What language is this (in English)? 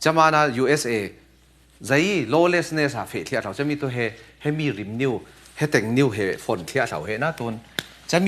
Falam Chin